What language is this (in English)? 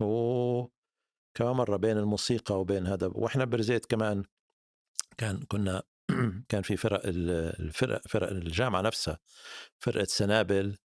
North Levantine Arabic